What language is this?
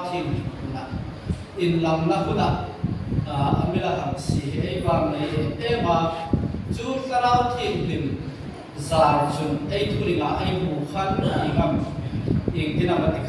Hmar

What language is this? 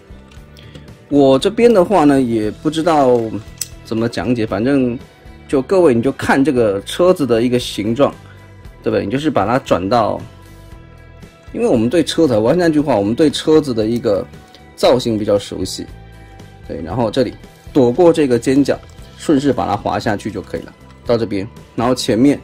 Chinese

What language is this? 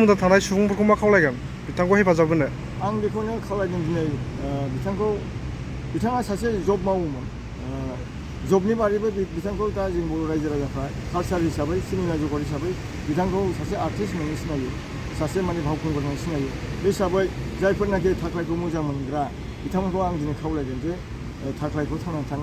Bodo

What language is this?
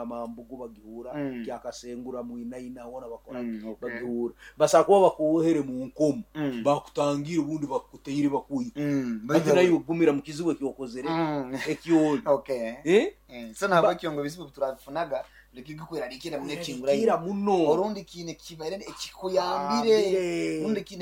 Nyoro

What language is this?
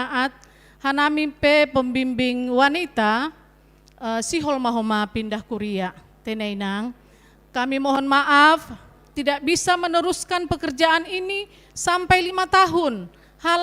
Batak Simalungun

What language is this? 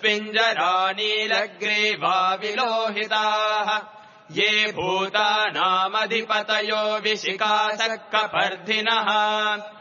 Sanskrit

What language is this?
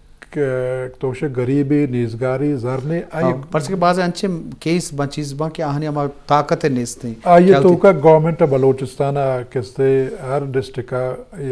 Eastern Balochi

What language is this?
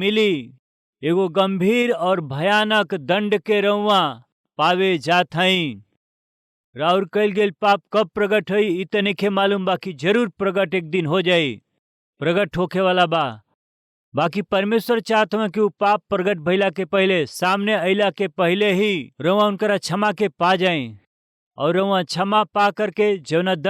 Bhojpuri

